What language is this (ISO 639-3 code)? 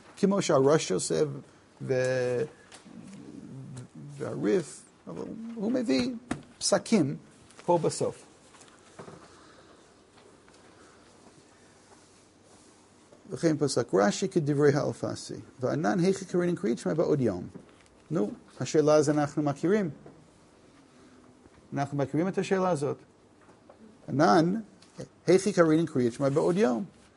heb